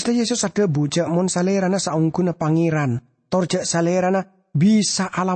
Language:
Madurese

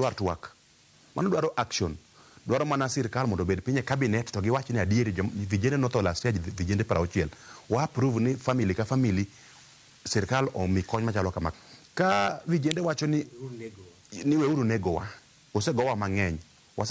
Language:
Luo (Kenya and Tanzania)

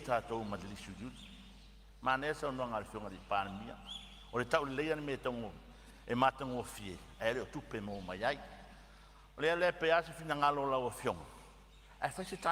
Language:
Samoan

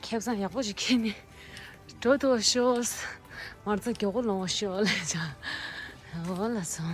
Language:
Tibetan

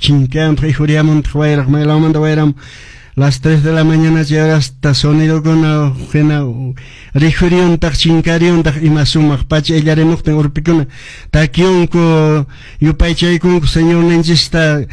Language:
Quechua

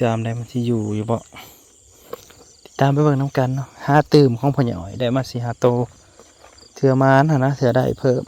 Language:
Northeastern Thai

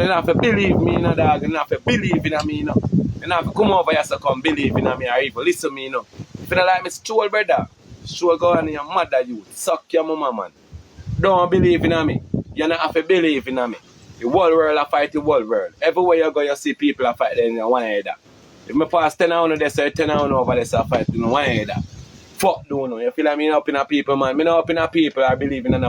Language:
Jamaican Creole English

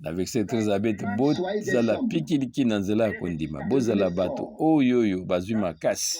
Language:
Lingala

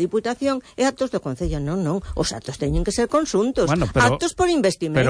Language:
Galician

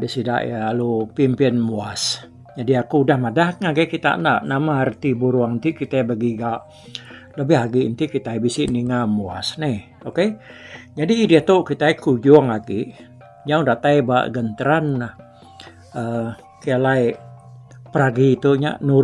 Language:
Iban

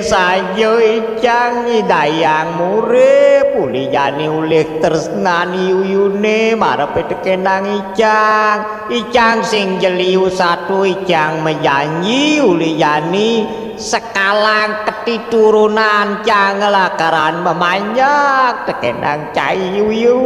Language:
Balinese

